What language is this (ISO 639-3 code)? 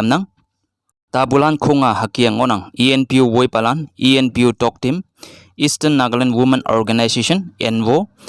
nbe